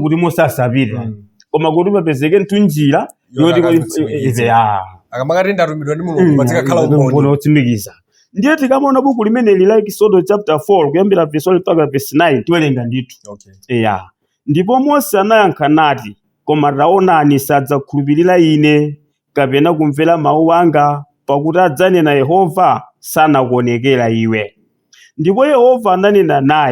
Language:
Nyanja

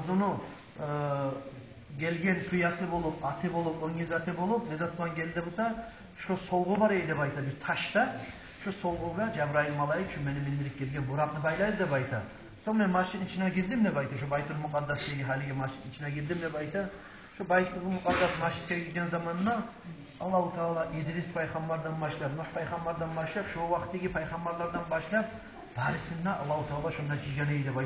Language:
Kumyk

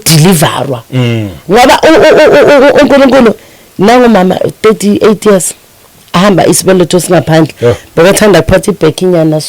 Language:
Zulu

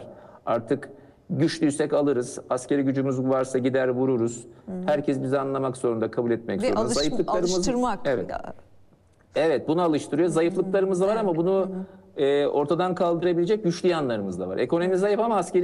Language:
Turkish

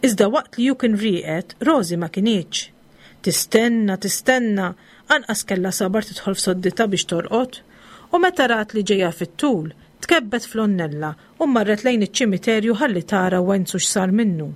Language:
Maltese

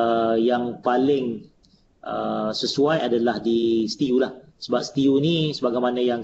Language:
Malay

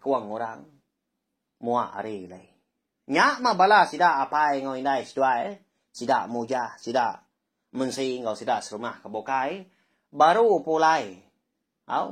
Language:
Iban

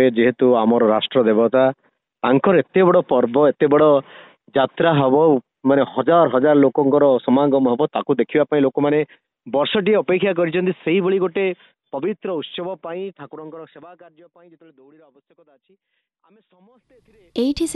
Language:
Odia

